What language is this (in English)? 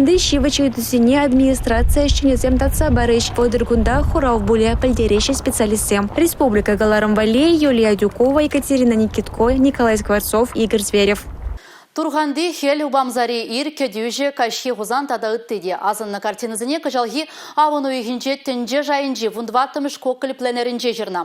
Chuvash